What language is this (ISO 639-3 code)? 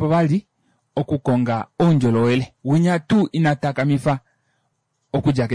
kua